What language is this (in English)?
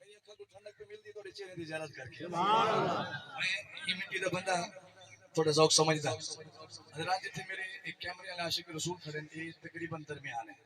Saraiki